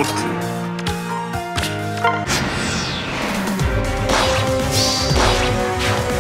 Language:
Japanese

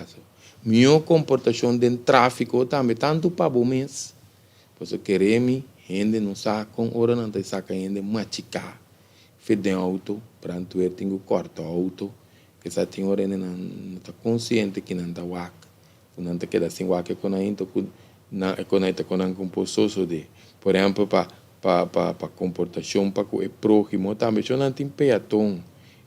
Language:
Papiamento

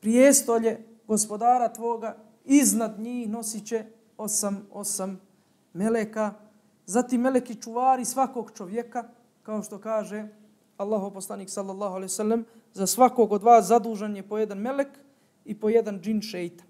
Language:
Bosnian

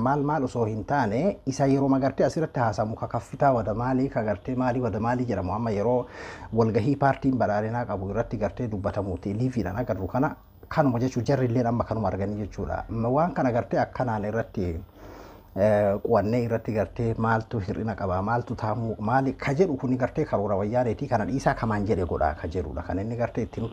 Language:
Oromo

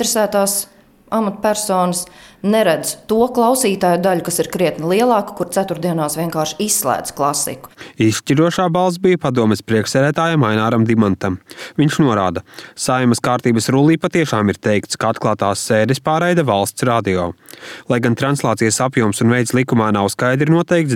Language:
Latvian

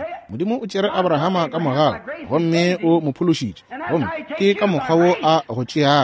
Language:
Northern Sotho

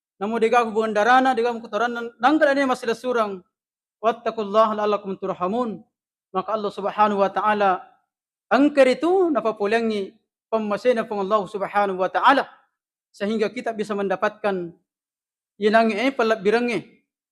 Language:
Buginese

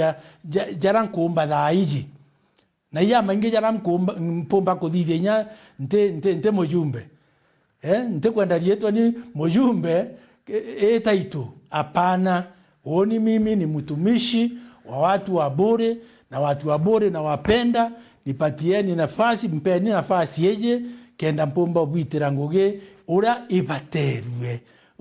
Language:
Meru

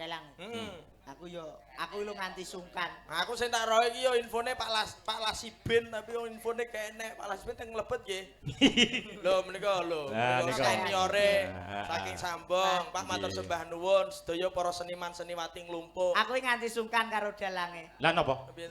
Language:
Javanese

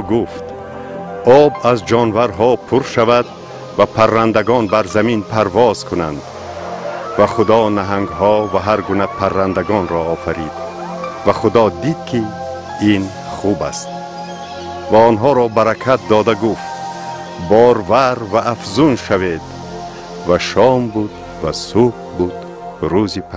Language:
Tajik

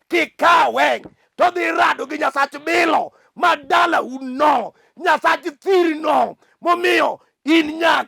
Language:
Luo (Kenya and Tanzania)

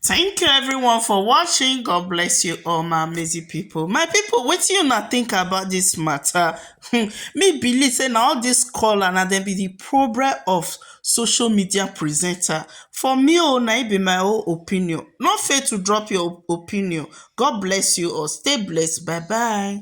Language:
Nigerian Pidgin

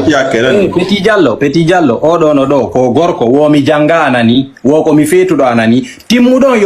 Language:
Fula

